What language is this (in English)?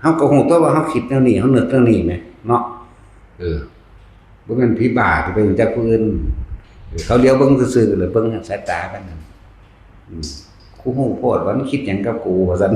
Northeastern Thai